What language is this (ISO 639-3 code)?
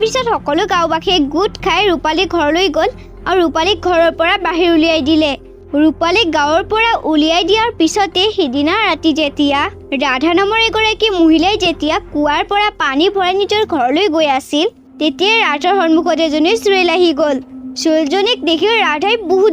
asm